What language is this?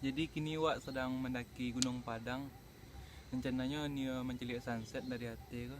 Minangkabau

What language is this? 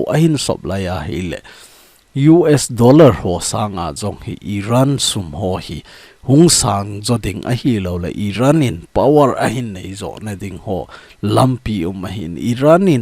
Thado Chin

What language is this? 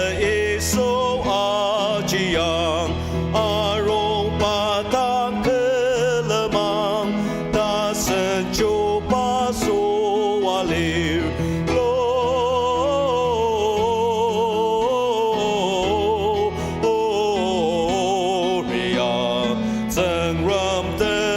Ao Naga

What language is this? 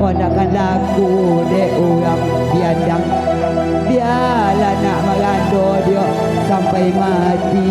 Minangkabau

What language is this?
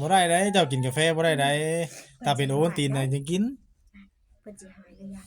Northeastern Thai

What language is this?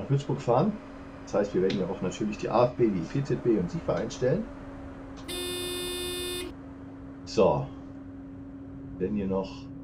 German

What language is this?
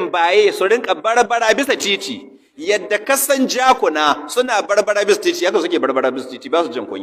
Hausa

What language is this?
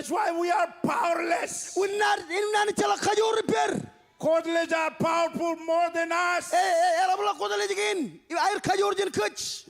Marshallese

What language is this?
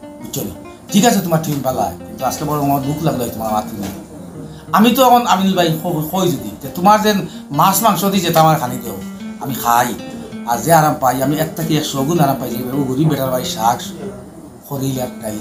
Sylheti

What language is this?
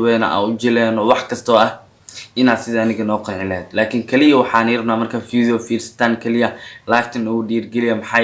Somali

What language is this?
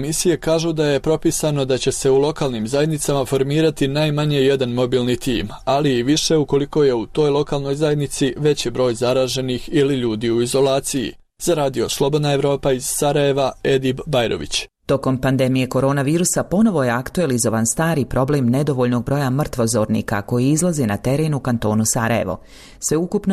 Bosnian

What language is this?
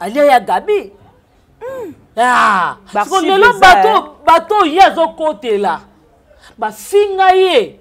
Lingala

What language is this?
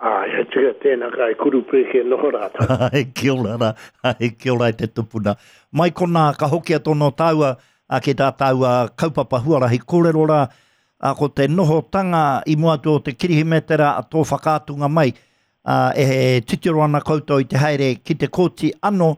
Māori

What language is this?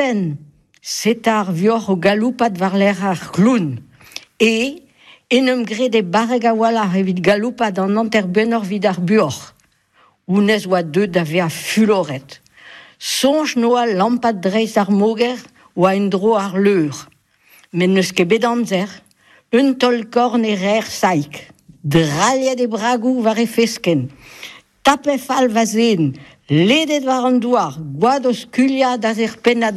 Breton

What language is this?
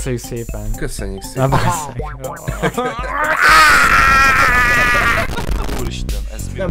Hungarian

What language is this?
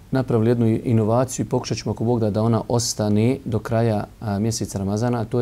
Bosnian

